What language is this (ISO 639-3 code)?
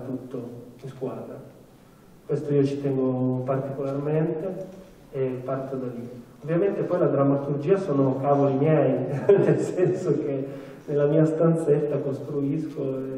ita